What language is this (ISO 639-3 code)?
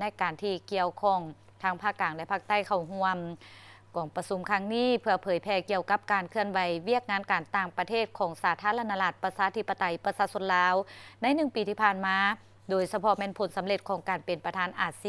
lao